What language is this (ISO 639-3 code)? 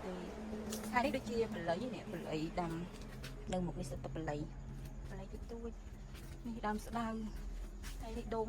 khm